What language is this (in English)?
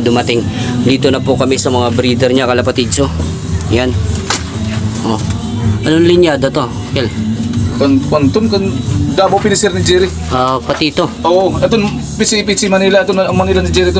Filipino